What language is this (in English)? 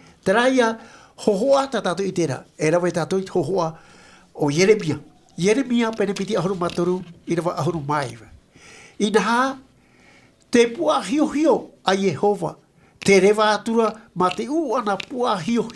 Tahitian